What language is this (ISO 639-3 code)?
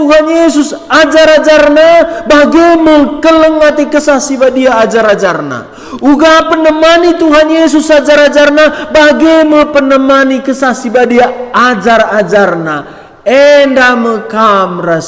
btx